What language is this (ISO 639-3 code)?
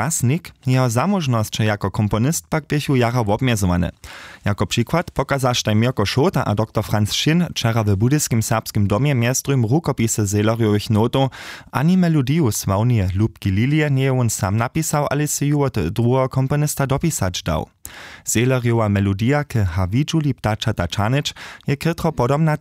hsb